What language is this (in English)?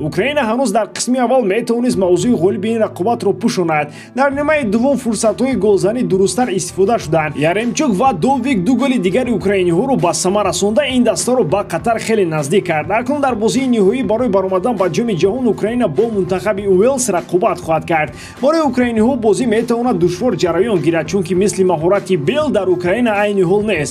Tajik